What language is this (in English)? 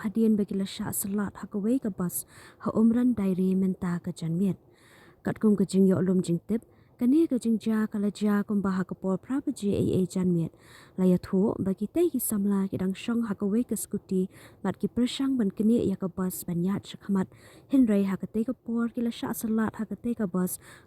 Khasi